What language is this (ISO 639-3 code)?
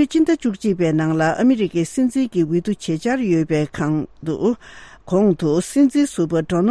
bod